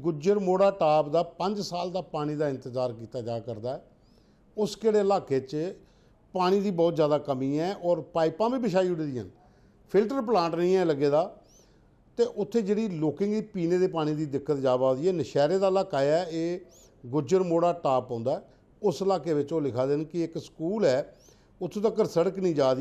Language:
Dogri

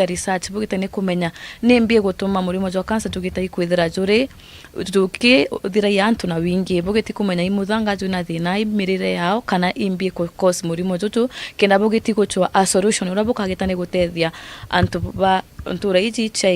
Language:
Meru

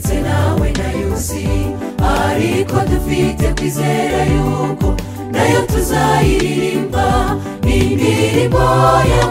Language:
Kinyarwanda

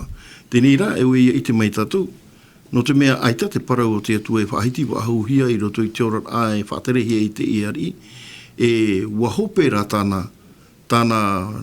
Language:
Tahitian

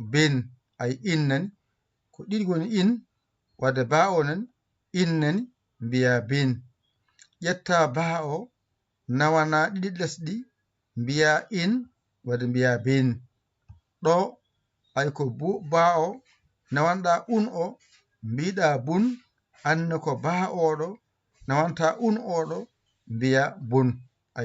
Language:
Fula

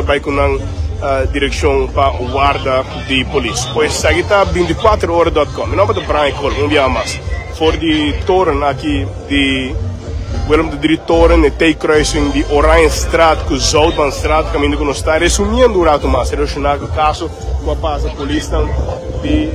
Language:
Papiamento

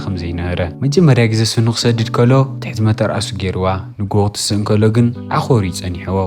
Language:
Tigrinya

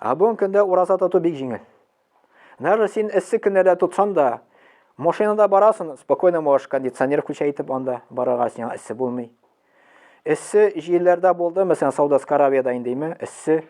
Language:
Tatar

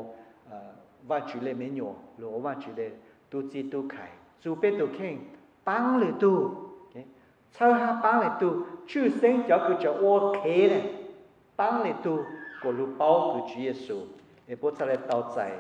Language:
Vietnamese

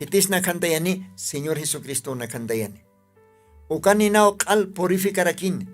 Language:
Aymara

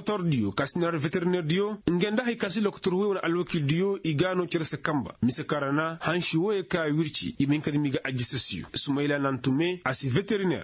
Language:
Koyraboro Senni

